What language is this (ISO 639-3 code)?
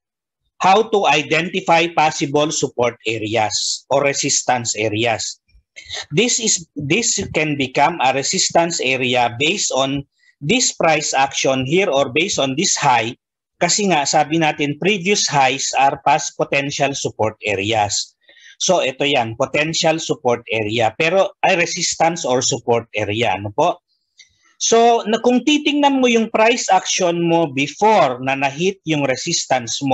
fil